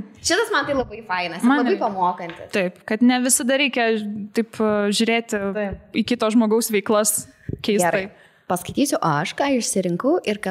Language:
Lithuanian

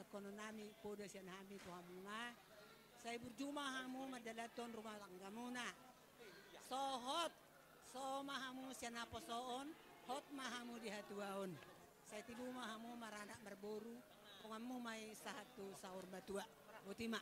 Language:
Batak Toba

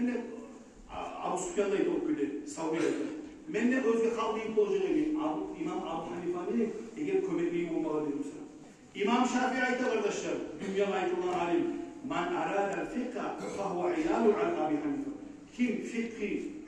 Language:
Kumyk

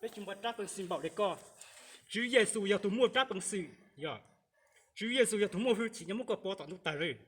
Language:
Hmong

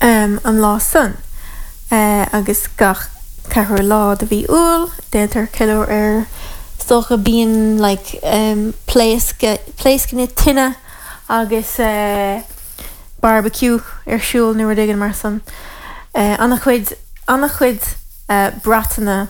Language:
Irish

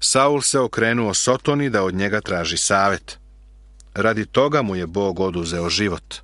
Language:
Serbian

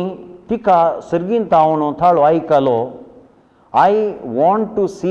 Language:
Konkani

